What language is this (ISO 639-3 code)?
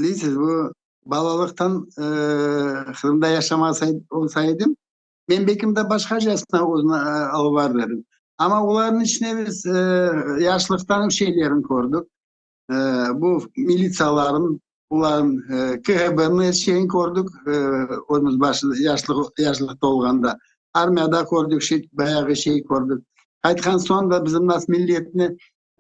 crh